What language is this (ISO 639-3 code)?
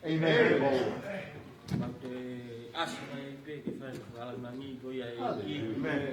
ton